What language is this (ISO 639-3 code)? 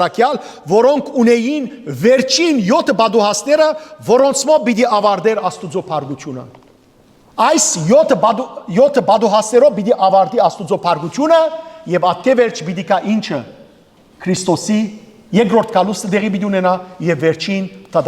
hyw